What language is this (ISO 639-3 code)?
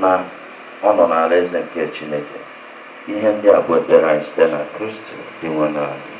ibo